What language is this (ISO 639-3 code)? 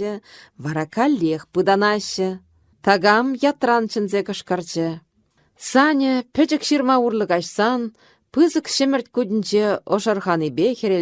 chv